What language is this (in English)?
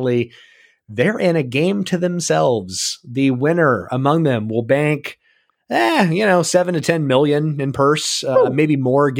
English